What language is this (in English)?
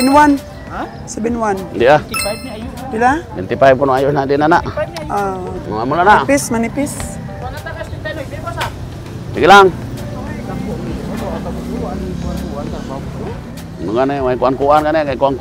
Filipino